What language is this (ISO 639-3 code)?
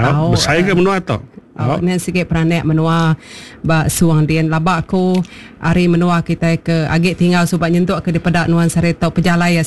iba